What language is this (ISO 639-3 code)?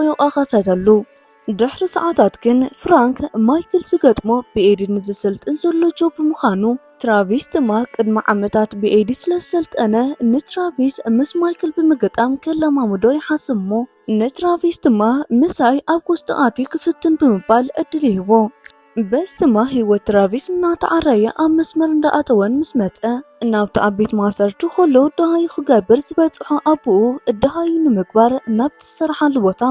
tir